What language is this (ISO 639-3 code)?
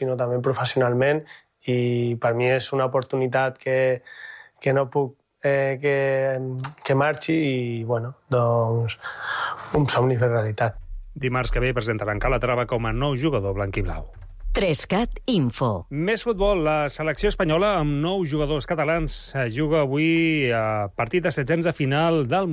cat